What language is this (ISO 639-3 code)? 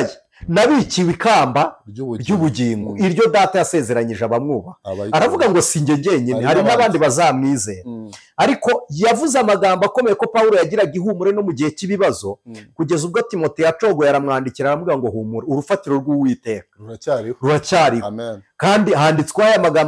kin